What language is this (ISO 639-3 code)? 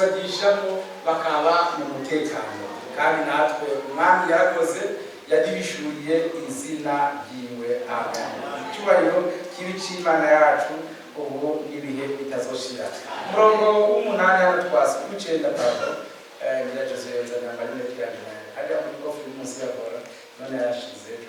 run